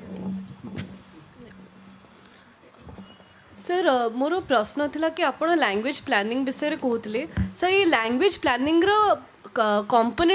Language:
Odia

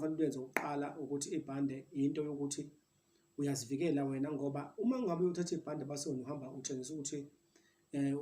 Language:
Zulu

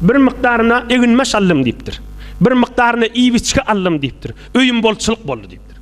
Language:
Turkmen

